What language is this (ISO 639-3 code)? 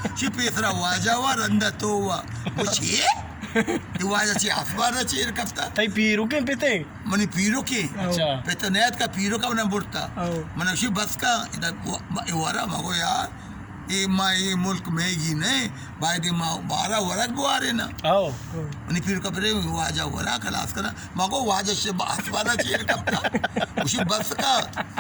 bal